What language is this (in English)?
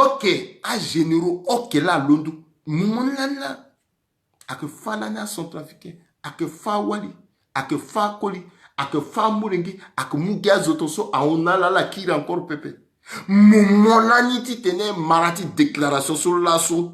Sango